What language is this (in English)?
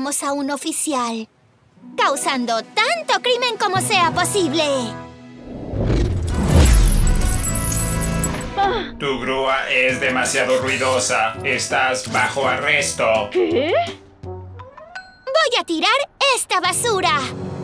Spanish